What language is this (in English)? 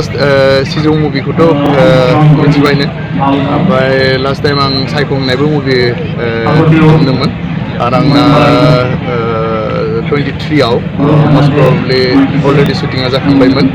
Bodo